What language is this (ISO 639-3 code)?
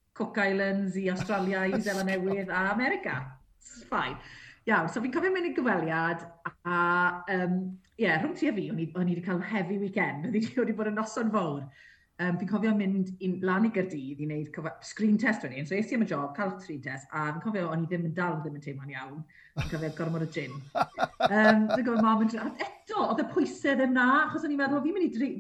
cym